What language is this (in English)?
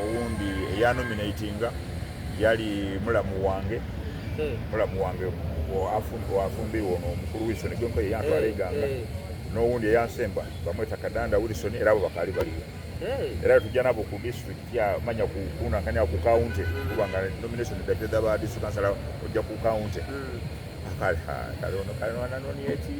Soga